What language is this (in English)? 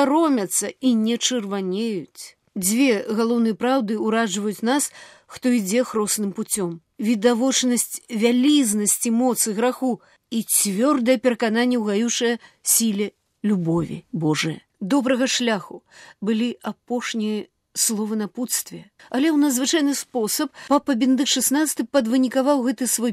Belarusian